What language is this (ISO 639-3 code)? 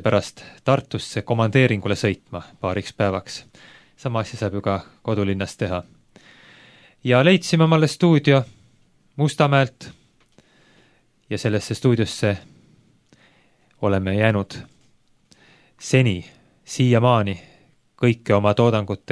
est